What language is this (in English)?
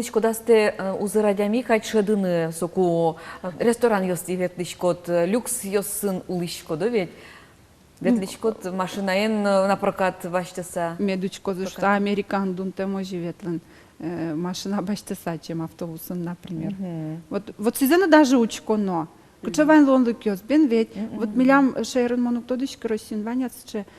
Udmurt